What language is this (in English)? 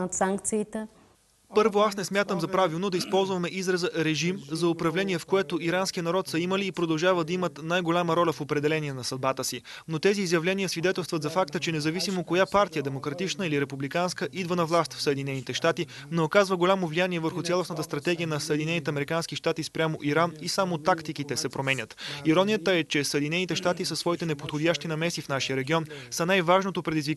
Bulgarian